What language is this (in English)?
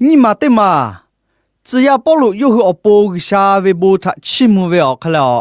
Lahu